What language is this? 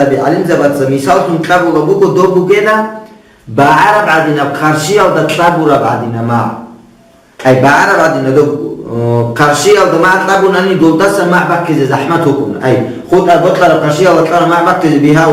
Avaric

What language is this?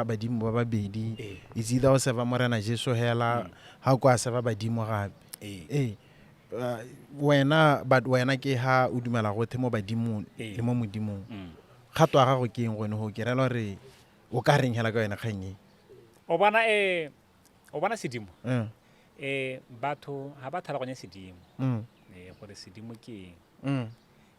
Tswana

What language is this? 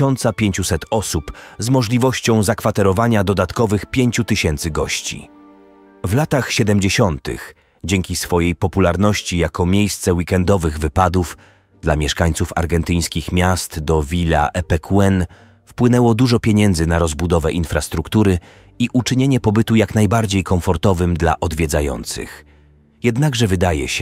Polish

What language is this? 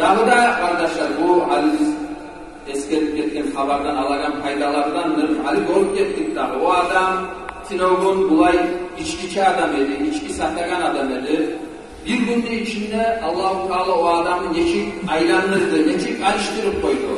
Kumyk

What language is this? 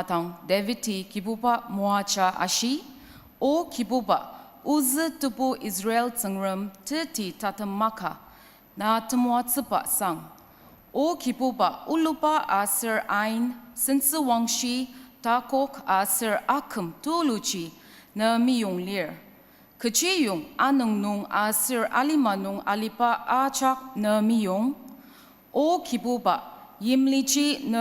Ao Naga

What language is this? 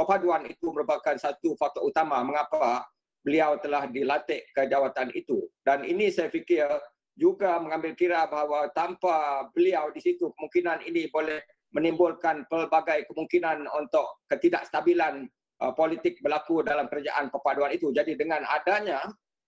Malay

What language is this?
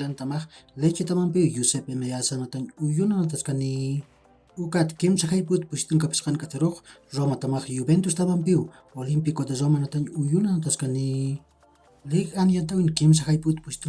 Aymara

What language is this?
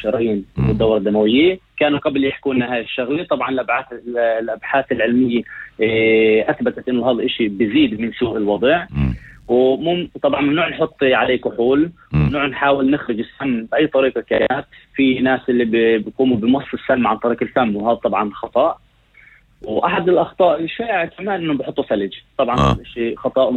North Levantine Arabic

